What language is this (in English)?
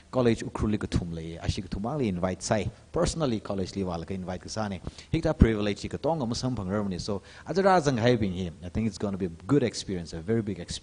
Tangkhul Naga (India)